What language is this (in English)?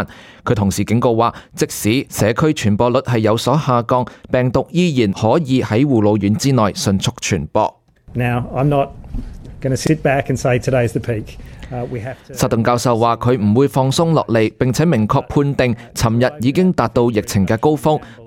Cantonese